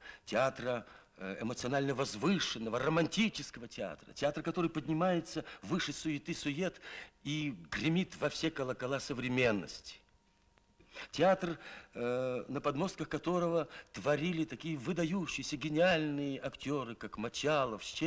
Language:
Russian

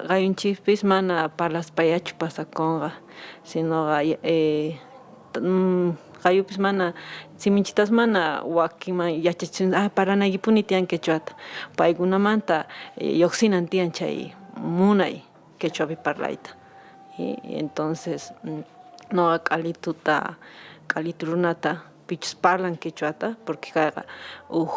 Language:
Quechua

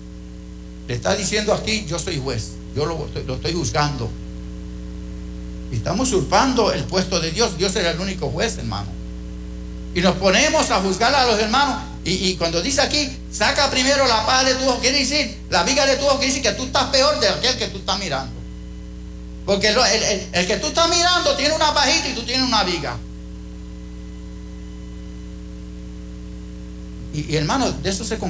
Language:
Spanish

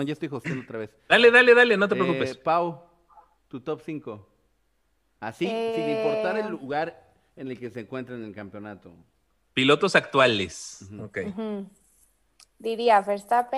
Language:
Spanish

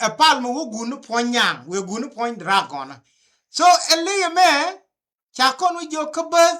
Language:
Nuer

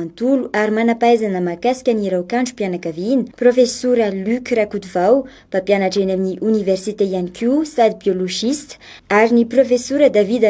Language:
Malagasy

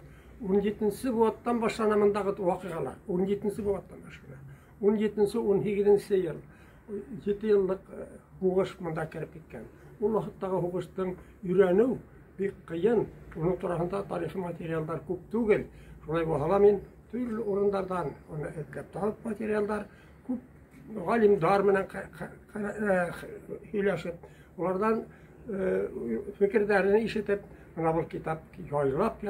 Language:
Bashkir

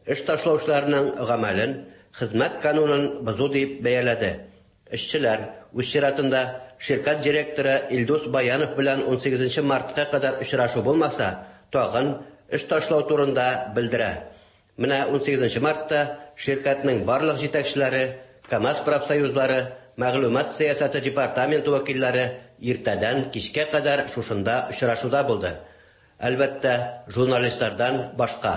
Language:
Tatar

